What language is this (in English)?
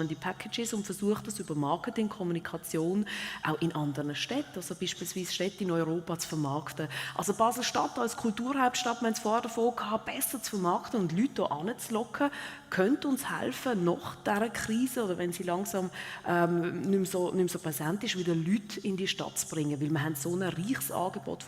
Swiss German